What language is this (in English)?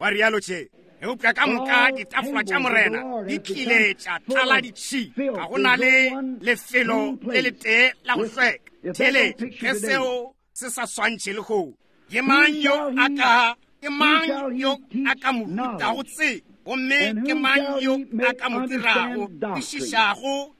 Northern Sotho